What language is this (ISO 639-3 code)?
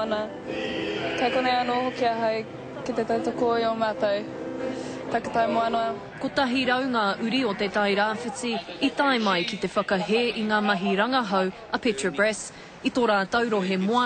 mri